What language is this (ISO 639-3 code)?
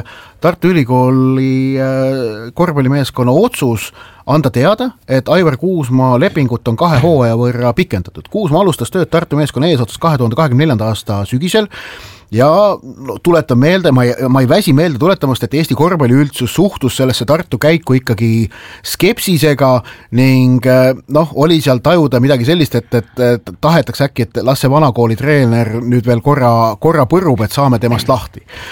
est